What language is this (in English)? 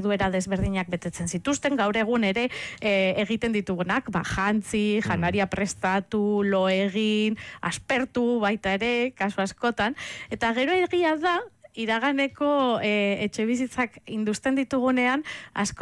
Basque